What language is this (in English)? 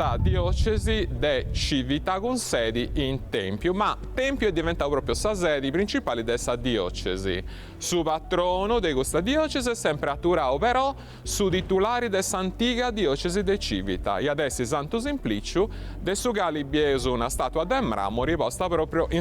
Sardinian